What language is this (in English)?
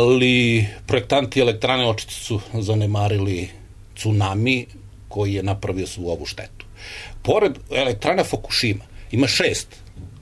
Serbian